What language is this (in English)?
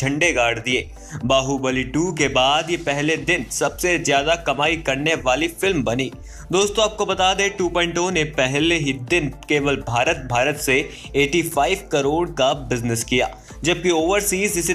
Hindi